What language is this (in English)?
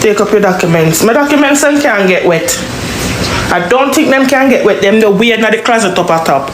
Jamaican Creole English